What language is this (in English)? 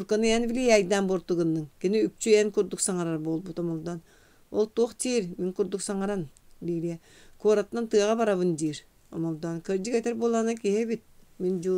Yakut